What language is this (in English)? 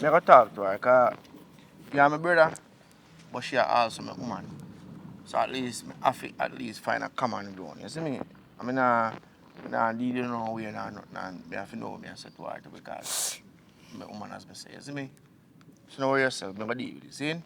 Jamaican Creole English